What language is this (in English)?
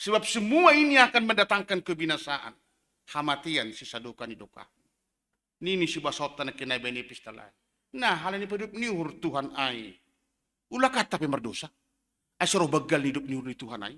Batak Simalungun